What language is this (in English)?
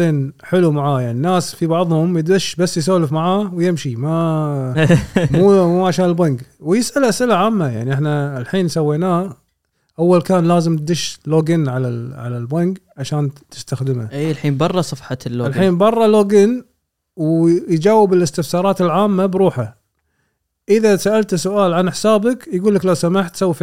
Gulf Arabic